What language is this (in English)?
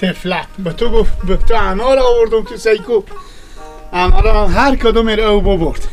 Persian